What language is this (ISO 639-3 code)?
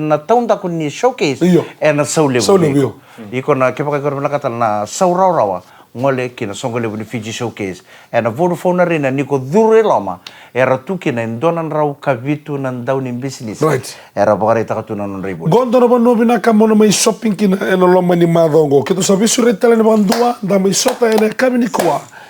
fij